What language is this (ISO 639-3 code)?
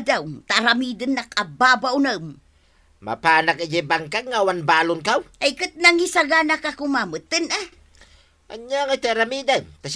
ilo